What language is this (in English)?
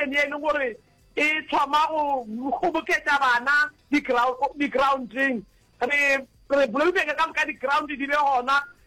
Northern Sotho